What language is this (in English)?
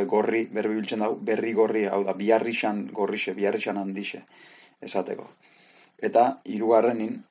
Basque